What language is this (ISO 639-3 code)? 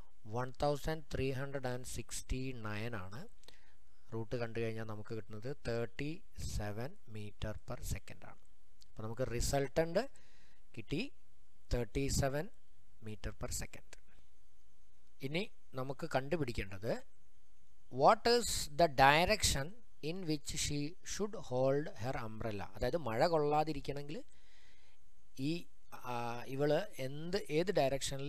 mal